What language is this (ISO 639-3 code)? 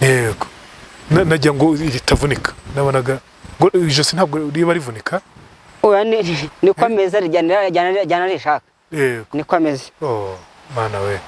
kin